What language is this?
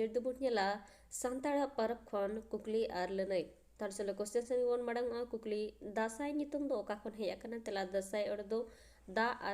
Santali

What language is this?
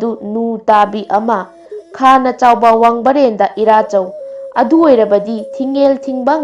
Manipuri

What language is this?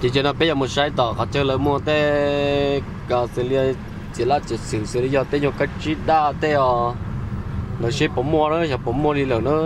Hmong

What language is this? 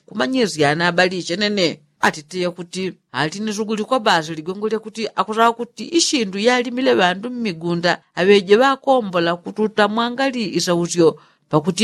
Yao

